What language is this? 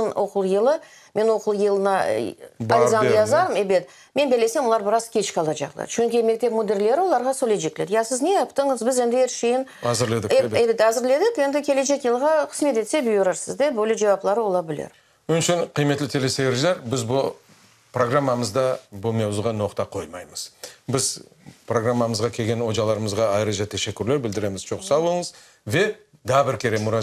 Crimean Tatar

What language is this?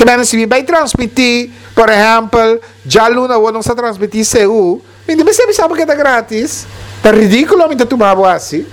Papiamento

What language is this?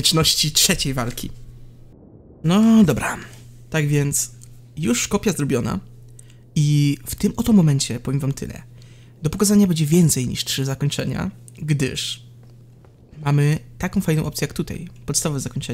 Polish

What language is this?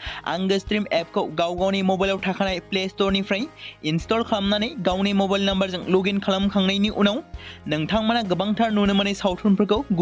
Bodo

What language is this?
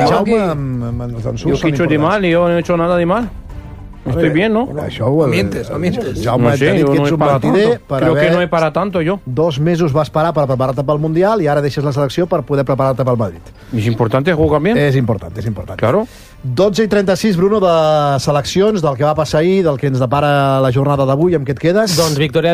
Catalan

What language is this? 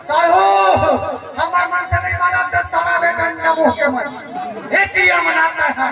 Chhattisgarhi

